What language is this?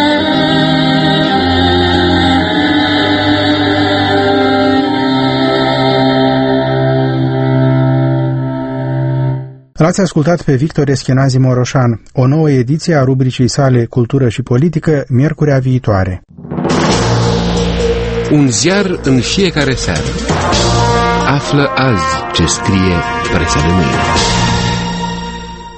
Romanian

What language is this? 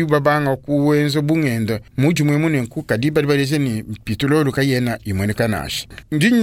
Luba-Lulua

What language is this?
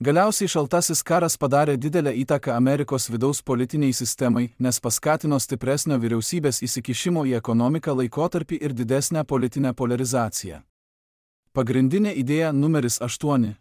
Lithuanian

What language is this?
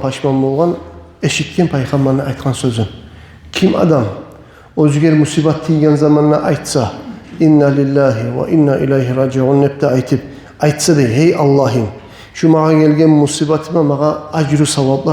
Kumyk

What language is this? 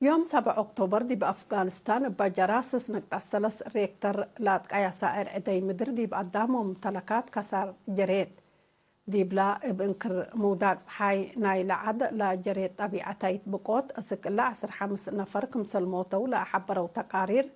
Tigre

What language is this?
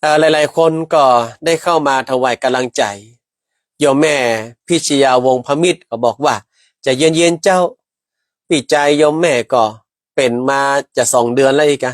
Northern Thai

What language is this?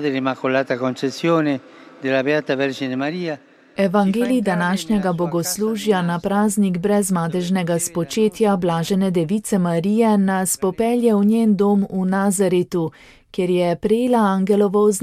Slovenian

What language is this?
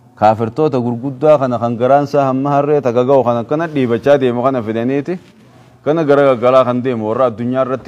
Oromo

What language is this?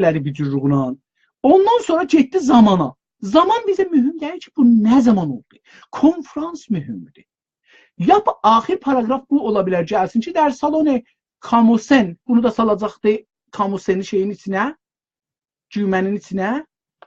South Azerbaijani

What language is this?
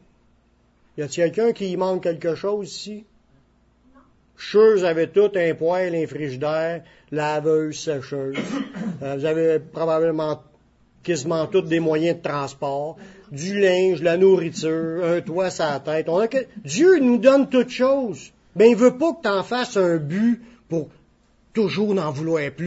French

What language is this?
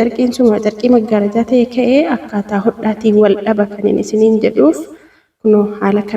Oromo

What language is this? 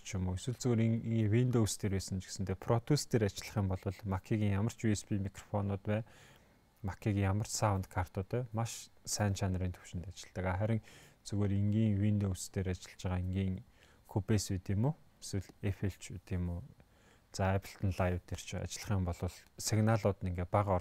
Mongolian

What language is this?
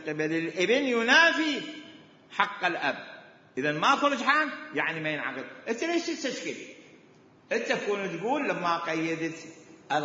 Mesopotamian Arabic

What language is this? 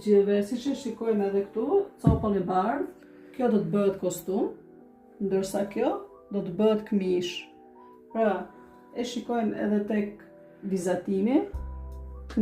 Albanian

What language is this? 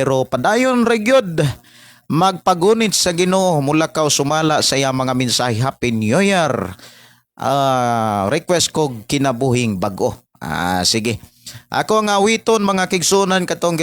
Cebuano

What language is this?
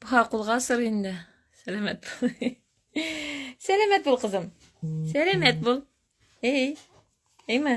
Tatar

